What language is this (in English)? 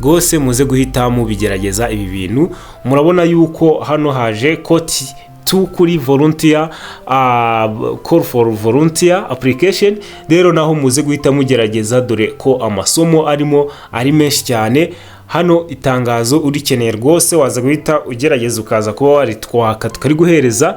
Kinyarwanda